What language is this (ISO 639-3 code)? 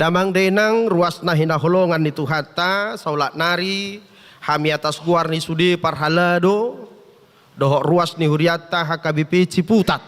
bbc